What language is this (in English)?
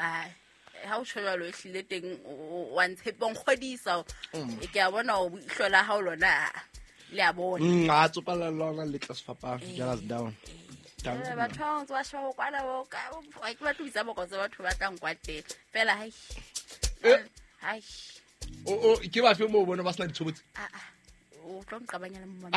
Southern Sotho